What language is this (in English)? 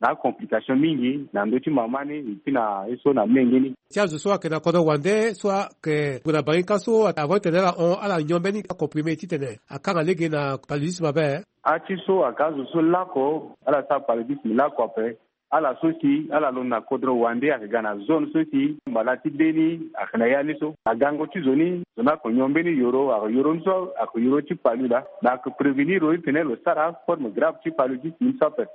Sango